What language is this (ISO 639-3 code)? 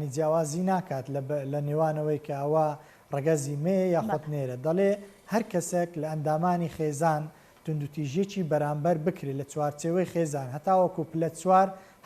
ckb